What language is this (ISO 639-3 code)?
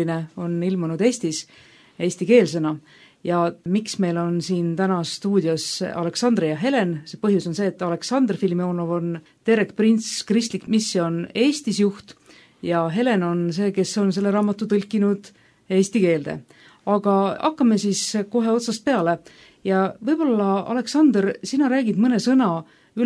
est